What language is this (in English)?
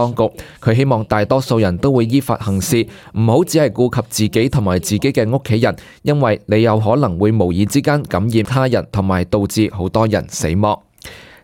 Cantonese